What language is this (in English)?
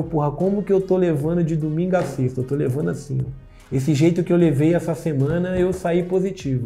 Portuguese